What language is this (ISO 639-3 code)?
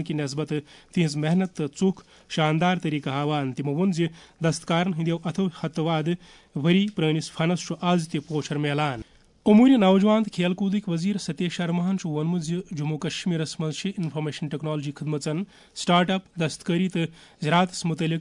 kas